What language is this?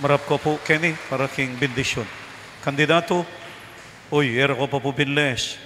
Pampanga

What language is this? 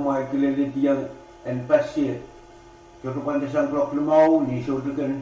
Pohnpeian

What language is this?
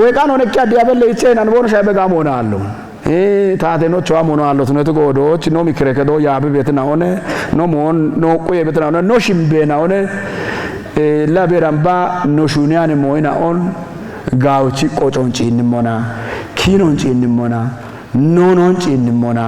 Kafa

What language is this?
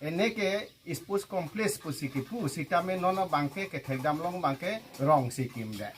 Karbi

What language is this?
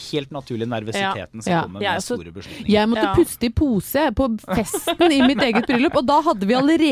Norwegian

